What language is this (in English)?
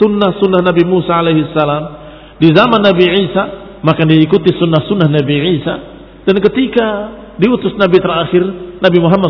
Indonesian